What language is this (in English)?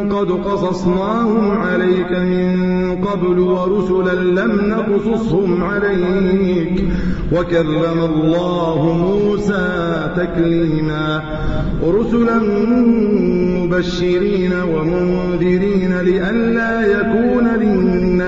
Arabic